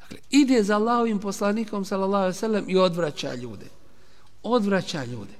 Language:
Bosnian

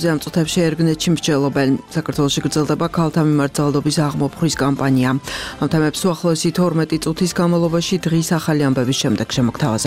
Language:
Georgian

